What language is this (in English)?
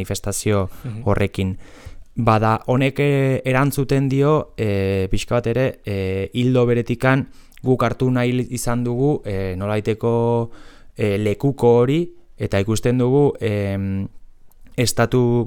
Basque